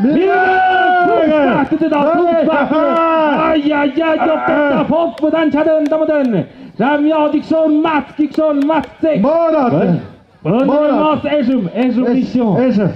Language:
Tlahuitoltepec Mixe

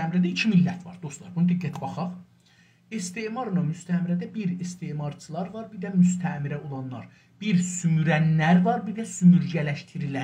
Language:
South Azerbaijani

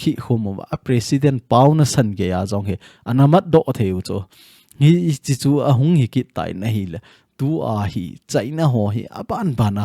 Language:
Thado Chin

